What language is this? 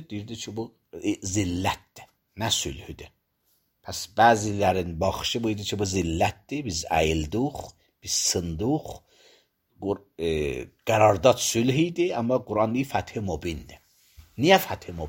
Azerbaijani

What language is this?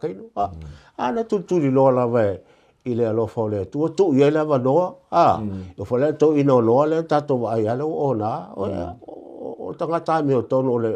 Samoan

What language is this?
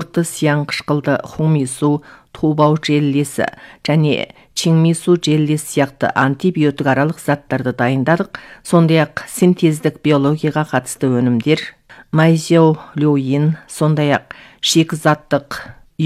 Kazakh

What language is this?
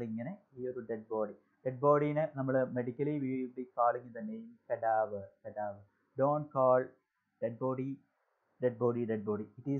Malayalam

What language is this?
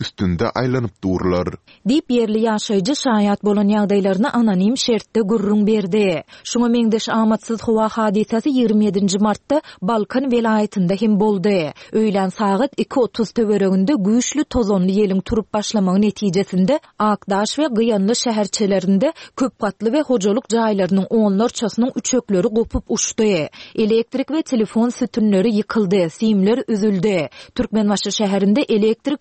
Turkmen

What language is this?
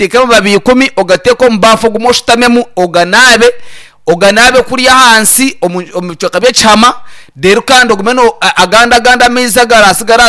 Nyankole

